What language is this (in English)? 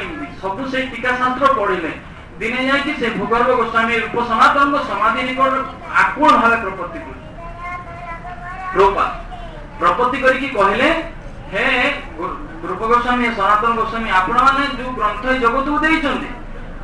Odia